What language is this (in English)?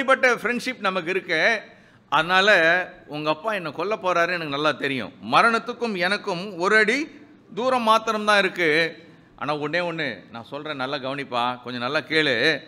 Tamil